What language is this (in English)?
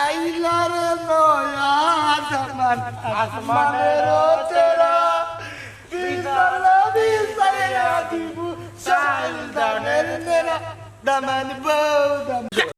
Sylheti